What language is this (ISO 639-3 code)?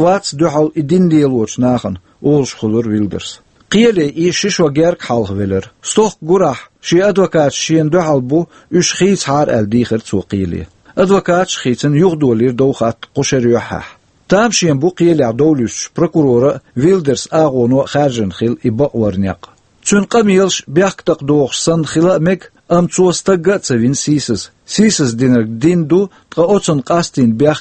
che